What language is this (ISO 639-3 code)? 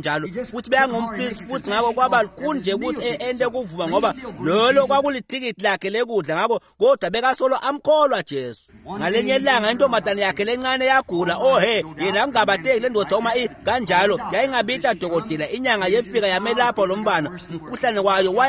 ssw